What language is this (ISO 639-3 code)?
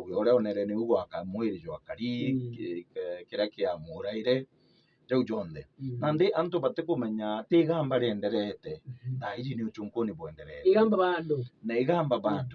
mer